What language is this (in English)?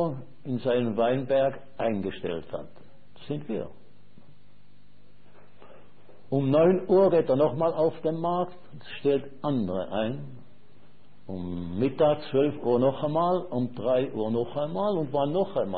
German